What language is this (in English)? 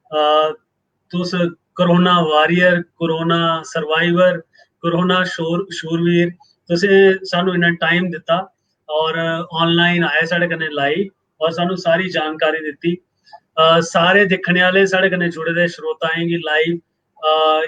Dogri